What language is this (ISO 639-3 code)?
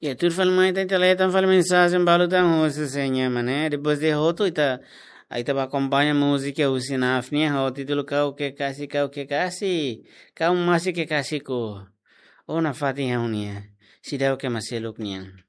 tet